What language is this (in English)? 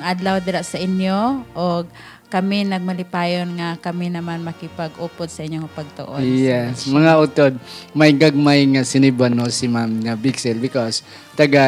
Hiligaynon